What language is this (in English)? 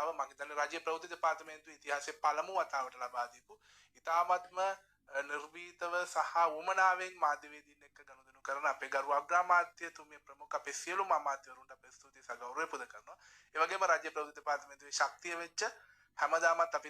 Sinhala